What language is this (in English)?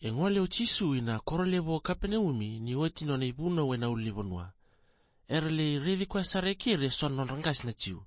Fijian